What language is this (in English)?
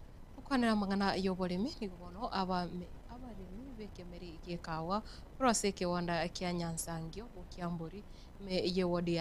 Gusii